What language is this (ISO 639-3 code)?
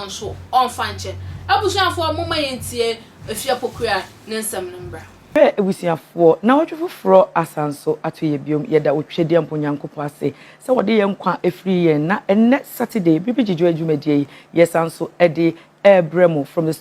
aka